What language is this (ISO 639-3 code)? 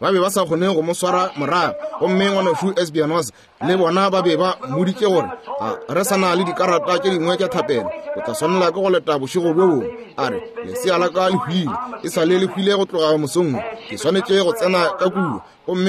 nso